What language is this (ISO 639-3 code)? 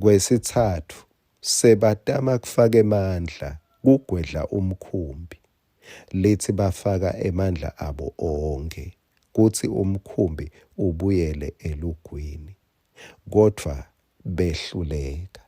ssw